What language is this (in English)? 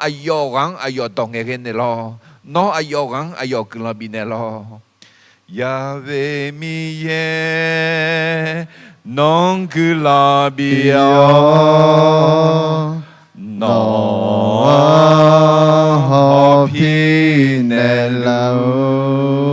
Akha